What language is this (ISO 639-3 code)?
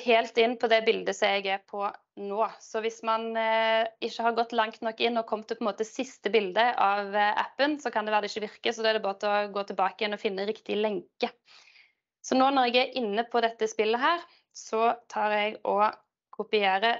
nor